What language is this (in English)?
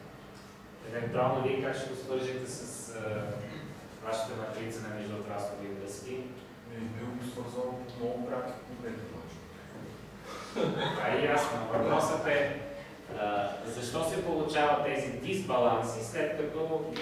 Bulgarian